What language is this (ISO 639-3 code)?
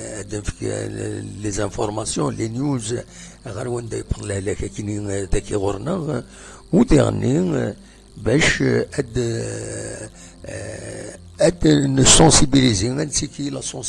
kab